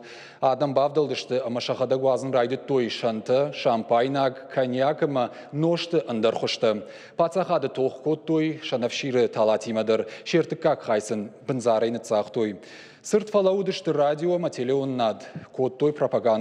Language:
Ossetic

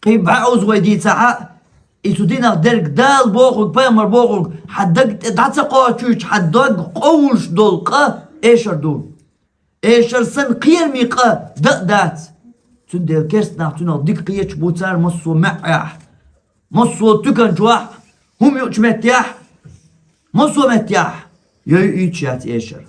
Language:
Chechen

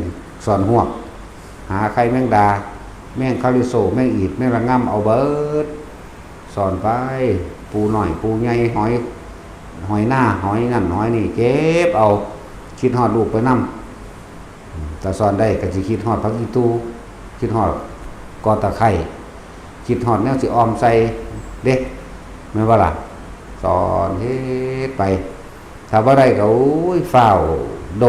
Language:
Northeastern Thai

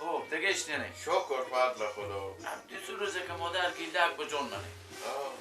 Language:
Persian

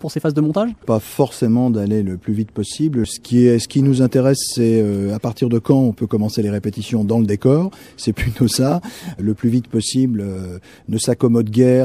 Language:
French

